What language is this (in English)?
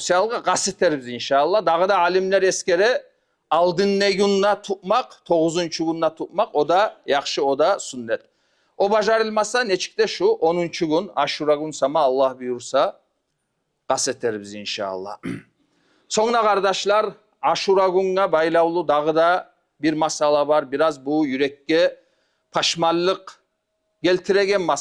Kumyk